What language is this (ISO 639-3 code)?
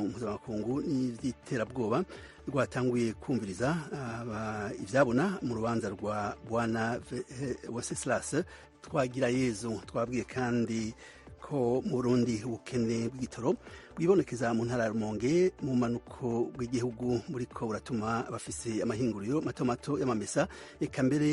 run